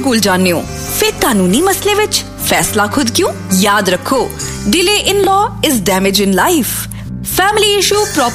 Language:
Punjabi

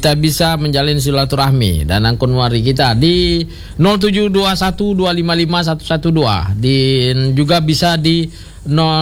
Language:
Indonesian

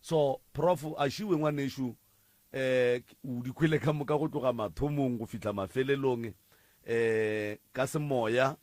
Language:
Northern Sotho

